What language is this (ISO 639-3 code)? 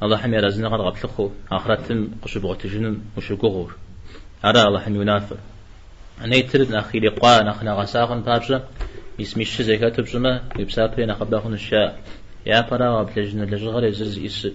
kbd